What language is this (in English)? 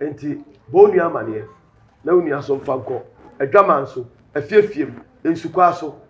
Akan